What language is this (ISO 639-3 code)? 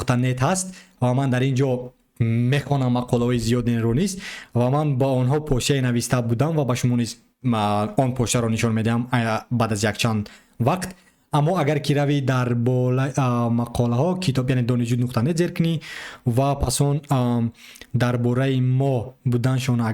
tgk